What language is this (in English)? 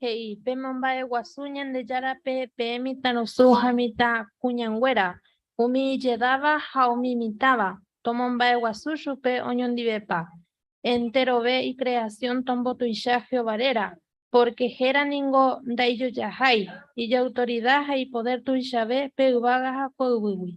Guarani